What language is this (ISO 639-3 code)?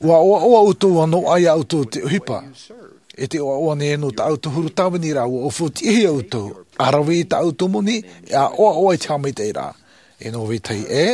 tah